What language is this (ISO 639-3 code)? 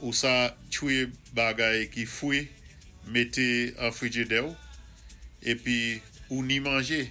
acf